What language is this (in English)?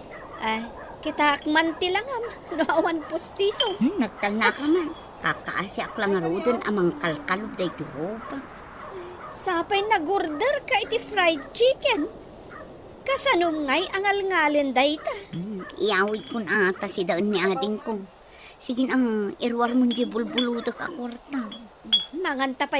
Iloko